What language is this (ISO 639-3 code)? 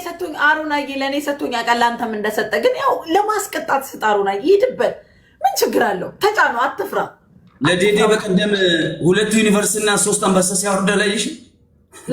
amh